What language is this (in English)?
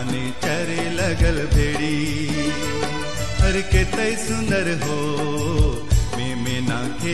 Sadri